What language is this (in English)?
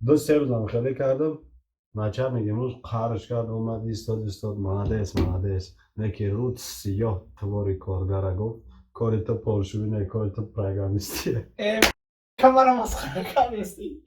Tajik